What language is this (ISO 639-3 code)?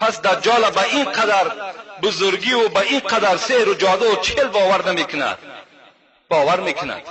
tgk